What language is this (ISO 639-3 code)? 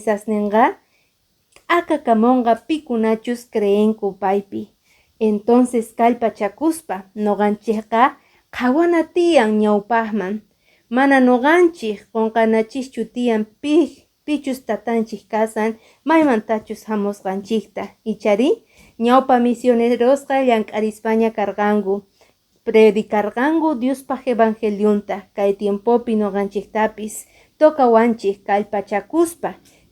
que